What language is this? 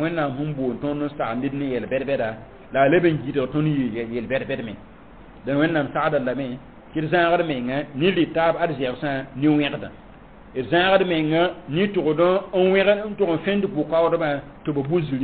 Mossi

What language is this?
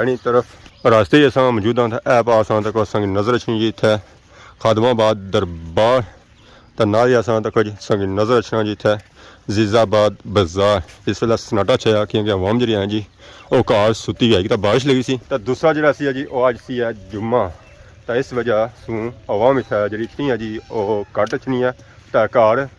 Pahari-Potwari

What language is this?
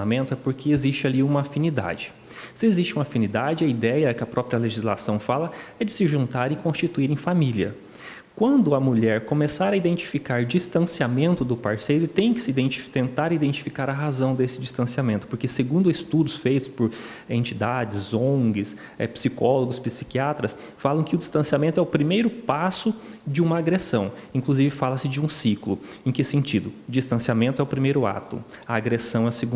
Portuguese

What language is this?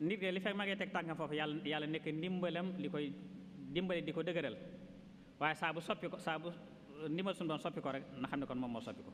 Wolof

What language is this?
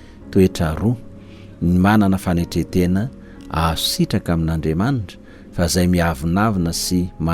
Malagasy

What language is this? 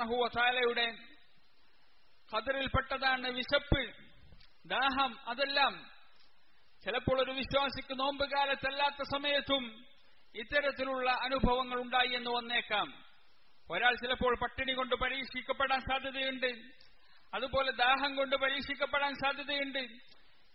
Malayalam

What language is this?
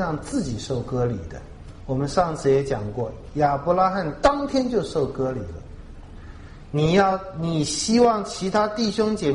Chinese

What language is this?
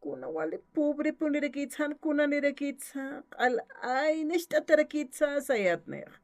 Aymara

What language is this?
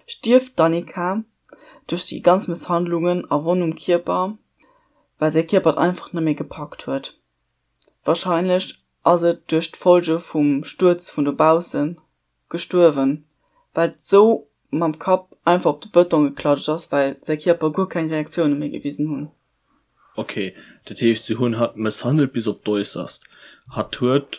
Luxembourgish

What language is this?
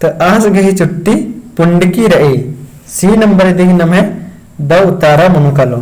Kurukh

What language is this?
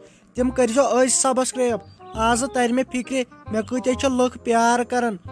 Kashmiri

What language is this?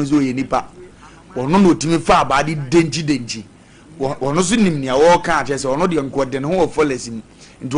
Akan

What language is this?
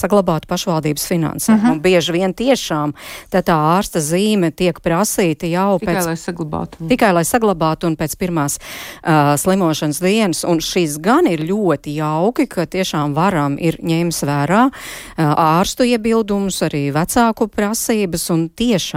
Latvian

